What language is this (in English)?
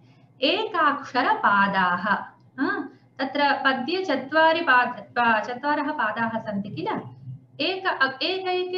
Sanskrit